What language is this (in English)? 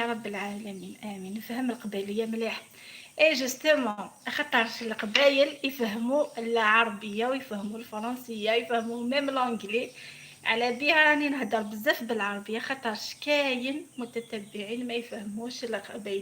Algerian Arabic